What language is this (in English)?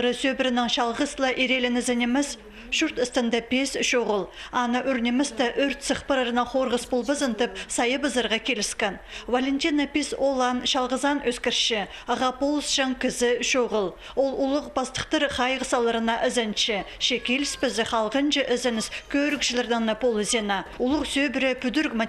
Khakas